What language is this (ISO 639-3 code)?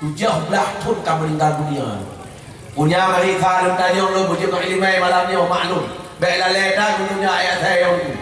ace